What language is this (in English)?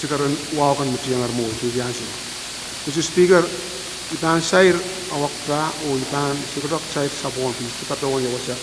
Pohnpeian